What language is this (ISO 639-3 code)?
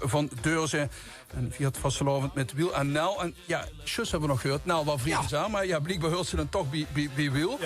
lim